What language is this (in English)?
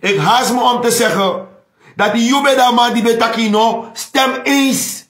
Sranan Tongo